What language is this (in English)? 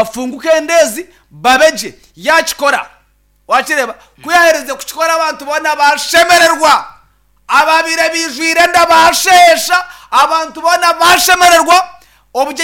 Nyankole